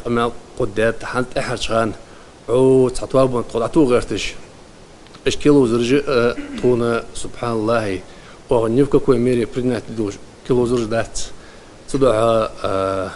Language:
Ingush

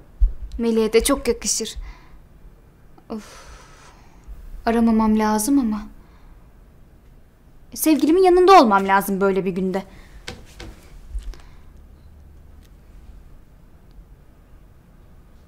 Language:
Turkish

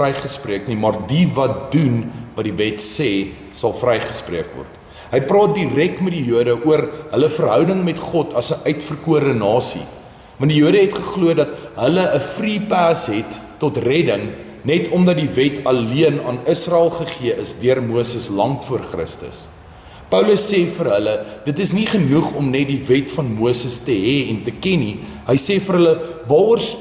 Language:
Afrikaans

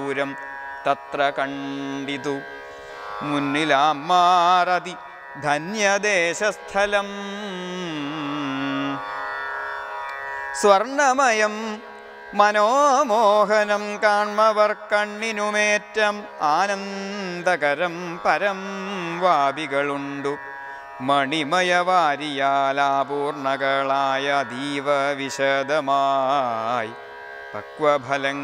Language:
Malayalam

